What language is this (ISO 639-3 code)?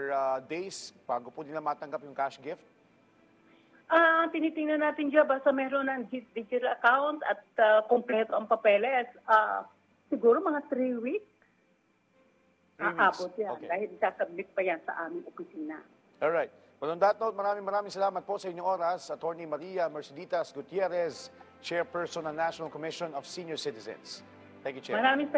fil